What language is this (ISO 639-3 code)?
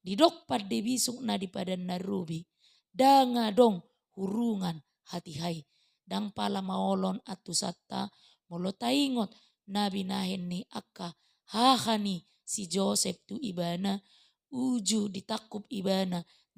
bbc